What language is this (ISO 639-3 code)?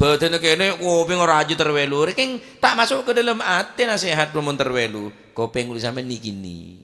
mad